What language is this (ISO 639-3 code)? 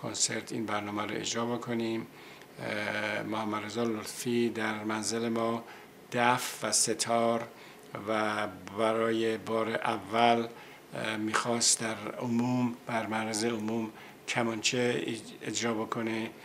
fas